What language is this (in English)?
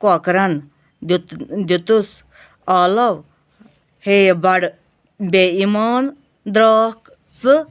Kashmiri